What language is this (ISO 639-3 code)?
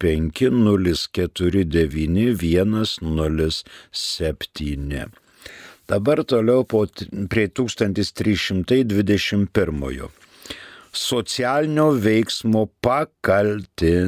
lit